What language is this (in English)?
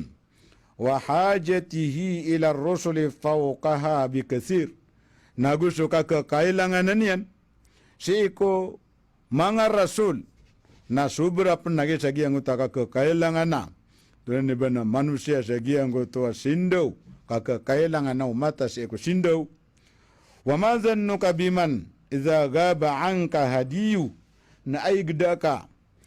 Maranao